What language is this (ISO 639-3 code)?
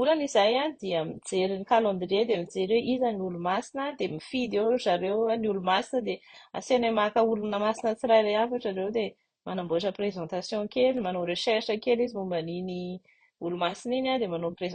mlg